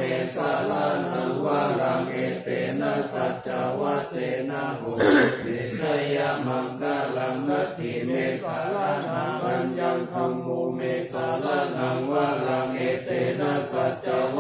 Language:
Pali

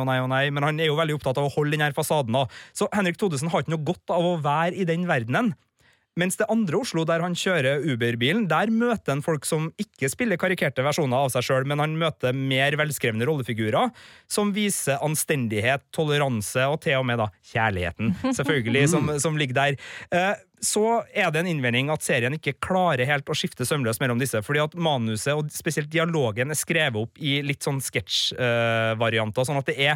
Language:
Norwegian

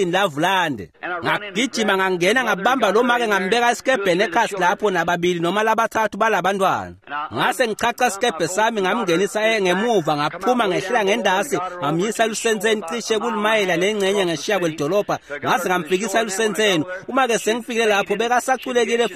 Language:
Swati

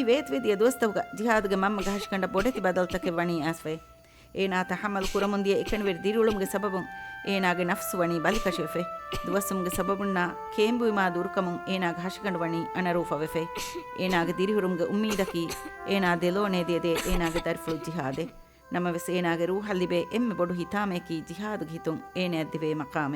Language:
Divehi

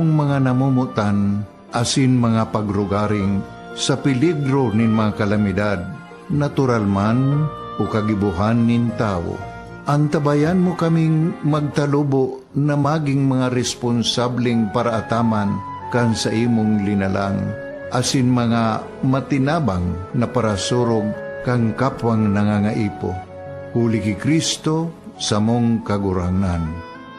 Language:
Bikol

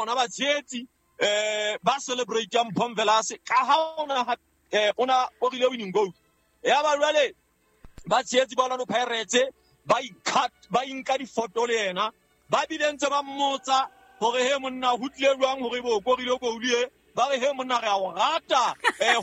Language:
Southern Sotho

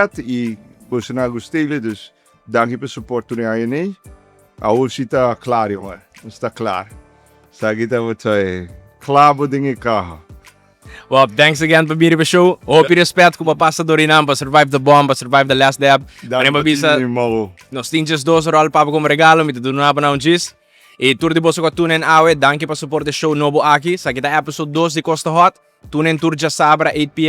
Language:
Papiamento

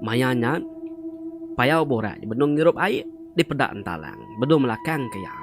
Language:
Iban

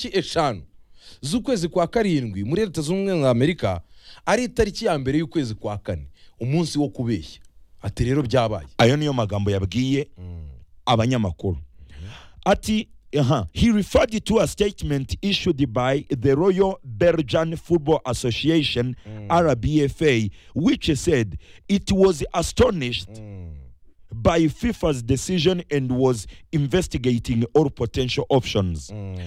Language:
Kinyarwanda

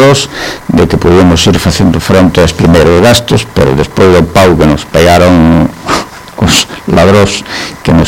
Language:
Galician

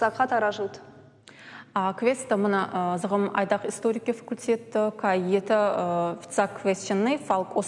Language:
Ossetic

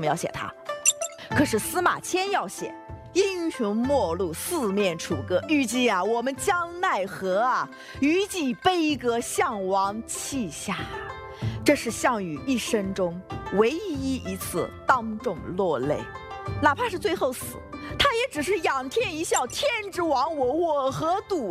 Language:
Chinese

